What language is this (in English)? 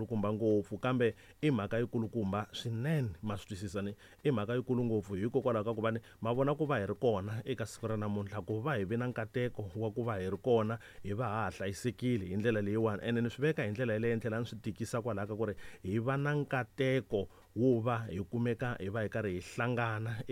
Tsonga